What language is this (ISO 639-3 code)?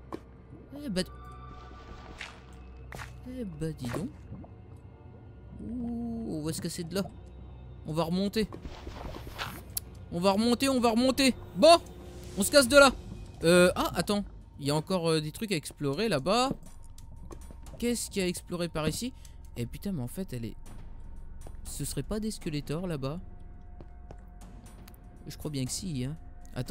fra